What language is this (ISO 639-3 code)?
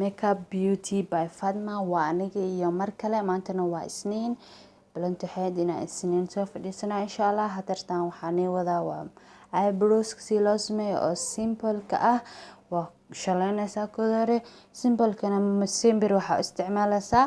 som